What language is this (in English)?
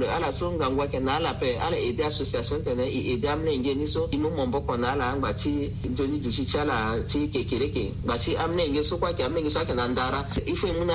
Sango